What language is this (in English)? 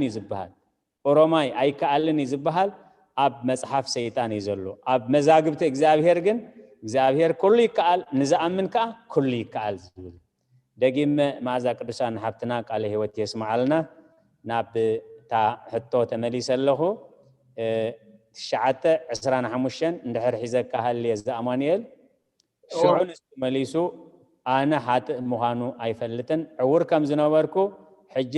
Tigrinya